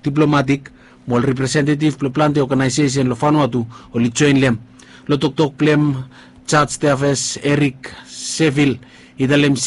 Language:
Bislama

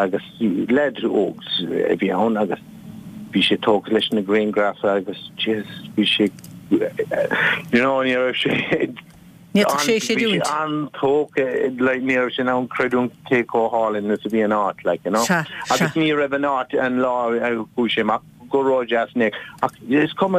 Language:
Irish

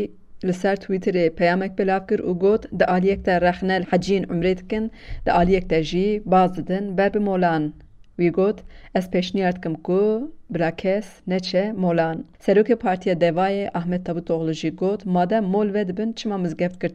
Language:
Kurdish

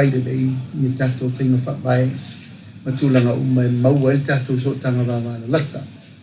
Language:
Samoan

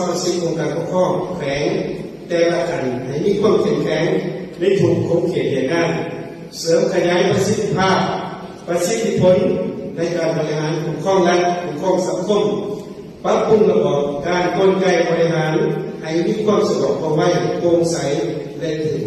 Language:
Lao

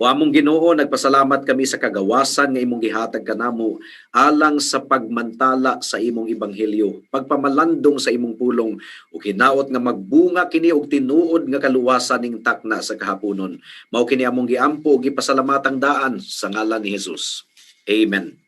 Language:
Cebuano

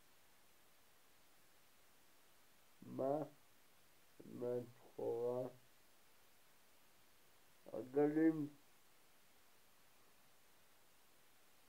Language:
Hebrew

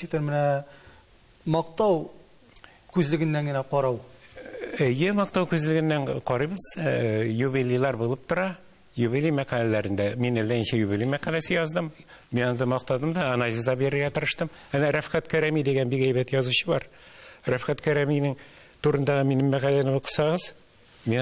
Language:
Tatar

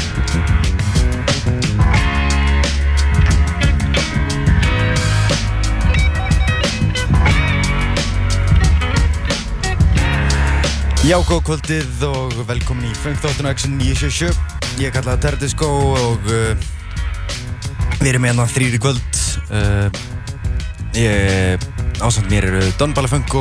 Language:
Icelandic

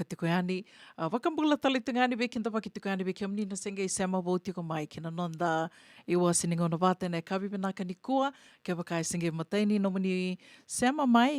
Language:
Fijian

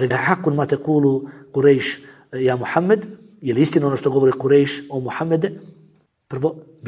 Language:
Bosnian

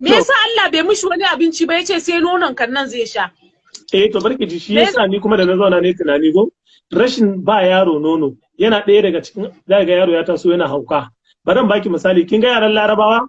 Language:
Hausa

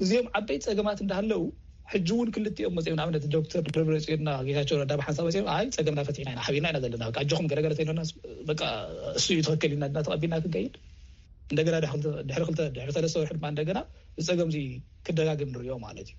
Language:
Tigrinya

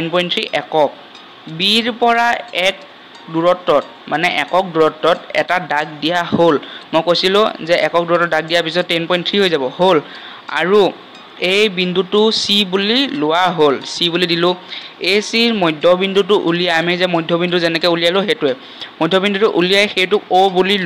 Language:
Assamese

